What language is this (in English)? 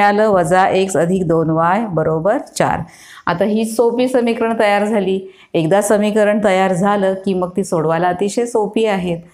Marathi